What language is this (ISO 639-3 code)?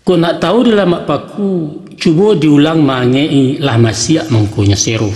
min